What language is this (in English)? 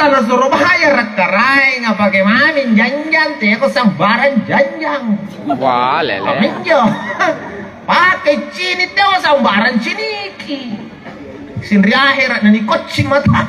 Makasar